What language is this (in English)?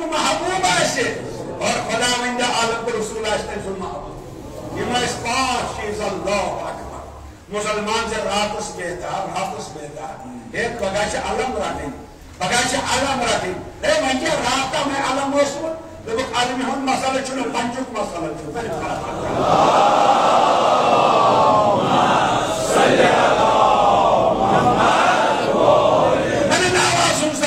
Kashmiri